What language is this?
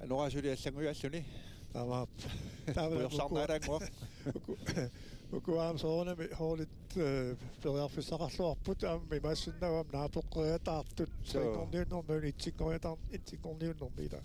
Kalaallisut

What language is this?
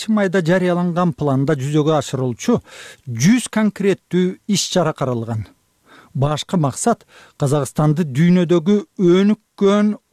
Kyrgyz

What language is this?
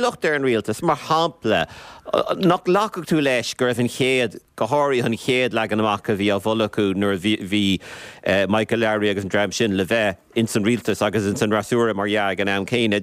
Irish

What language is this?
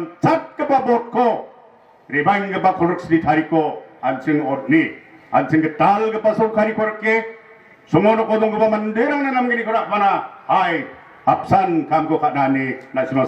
Garo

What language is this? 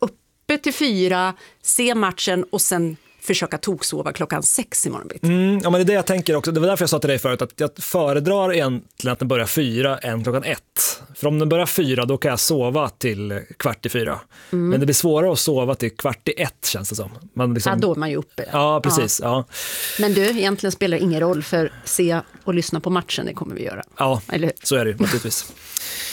Swedish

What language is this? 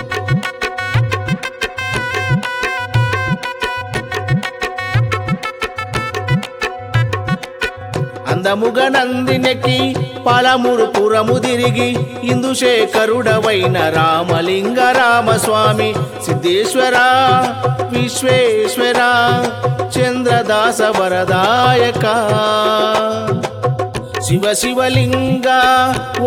Telugu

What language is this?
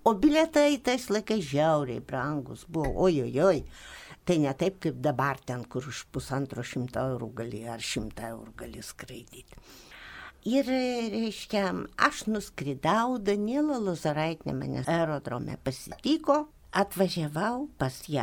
Lithuanian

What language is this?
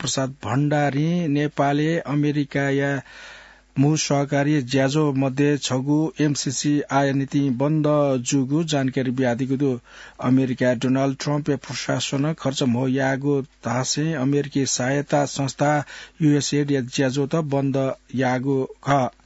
Newari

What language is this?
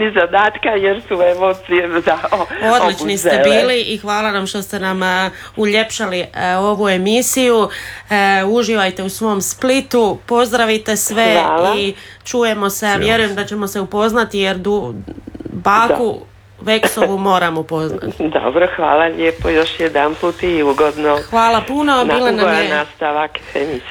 Croatian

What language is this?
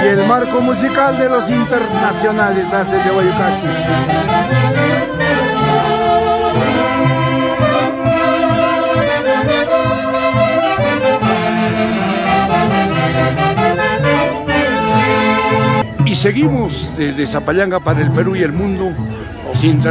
Spanish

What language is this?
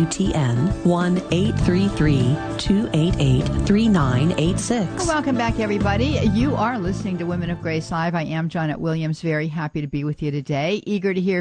English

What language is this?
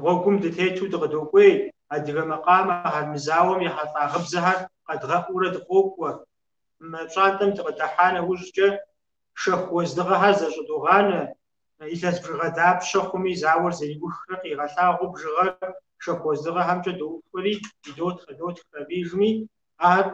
Kabardian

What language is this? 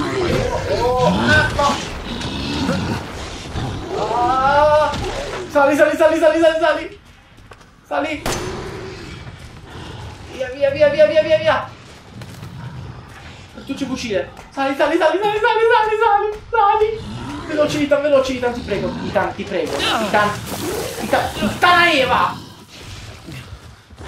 Italian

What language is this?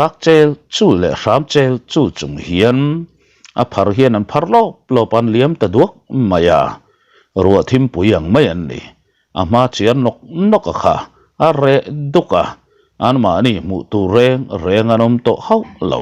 Mizo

